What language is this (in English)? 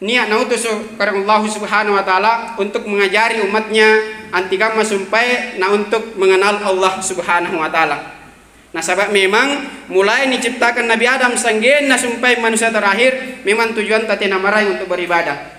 Makasar